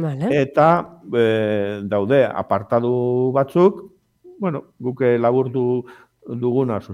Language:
Basque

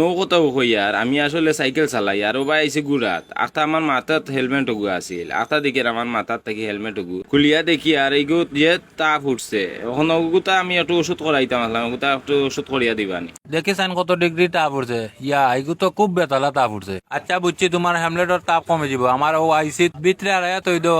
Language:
Sylheti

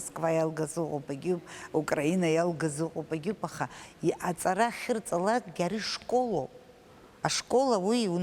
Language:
Abkhazian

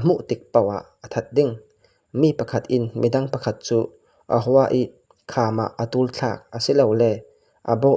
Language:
Falam Chin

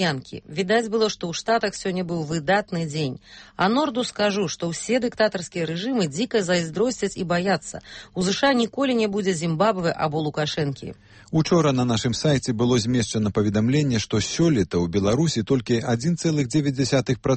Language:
Belarusian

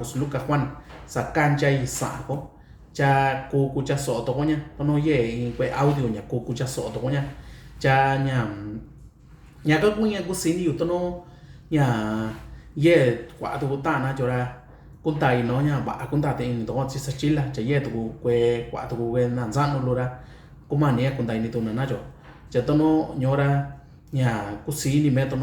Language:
Mixtepec Mixtec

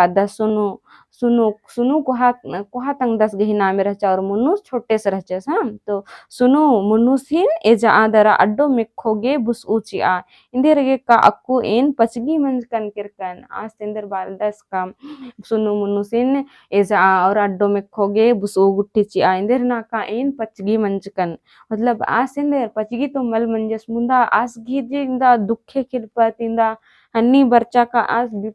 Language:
Kurukh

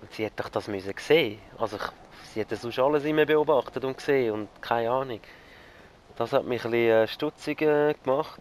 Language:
Swiss German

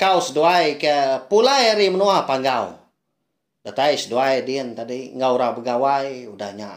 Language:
Iban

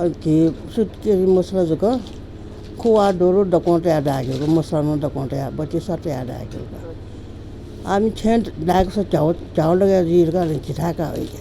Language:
Newari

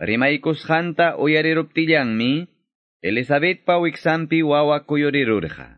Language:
Quechua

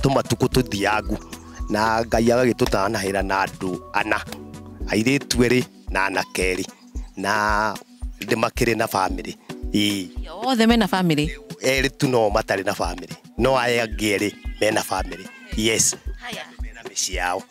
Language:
Kikuyu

